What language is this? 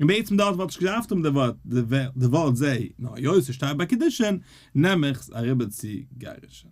Yiddish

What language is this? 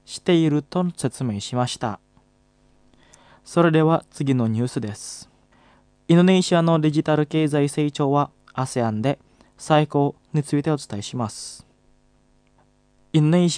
Japanese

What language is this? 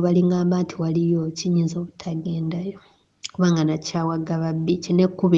Ganda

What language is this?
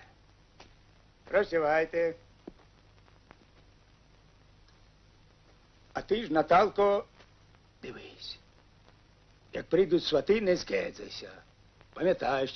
Ukrainian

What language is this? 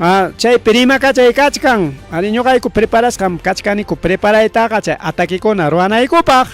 Ayacucho Quechua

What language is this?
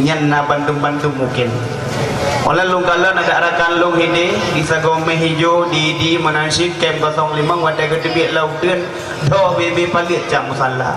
Achinese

